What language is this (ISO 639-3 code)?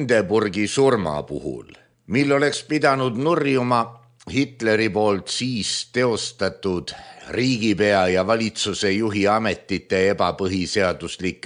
est